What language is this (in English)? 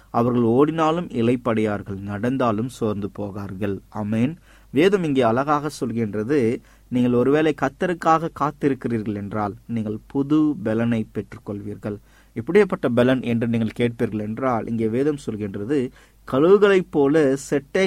Tamil